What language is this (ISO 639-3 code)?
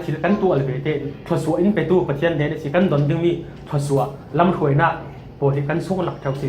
cfm